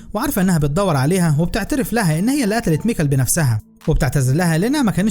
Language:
Egyptian Arabic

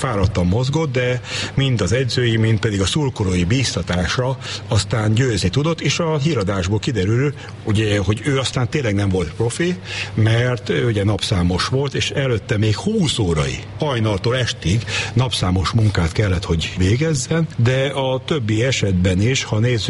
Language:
Hungarian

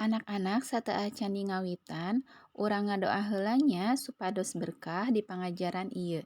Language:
Sundanese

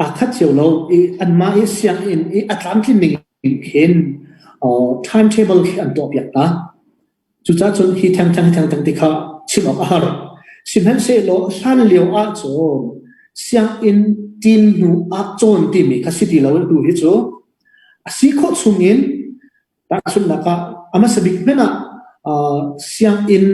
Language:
Hakha Chin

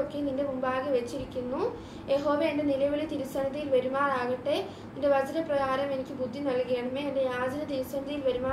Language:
Malayalam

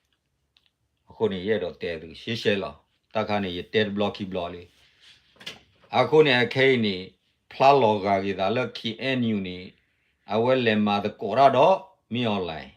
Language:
S'gaw Karen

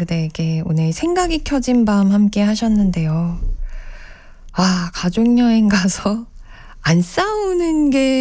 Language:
Korean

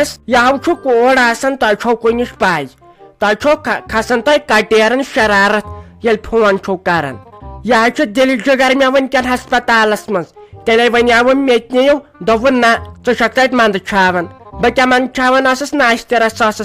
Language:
Kashmiri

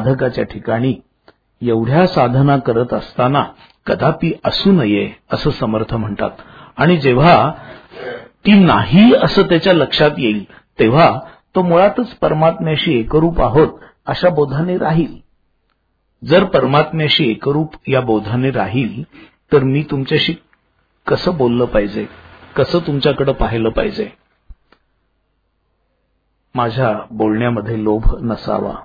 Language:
Marathi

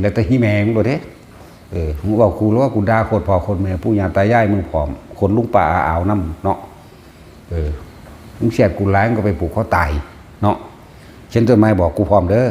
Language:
Northeastern Thai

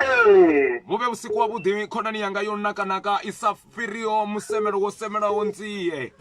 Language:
Venda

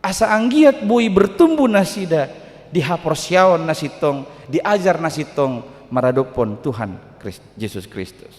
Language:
Batak Toba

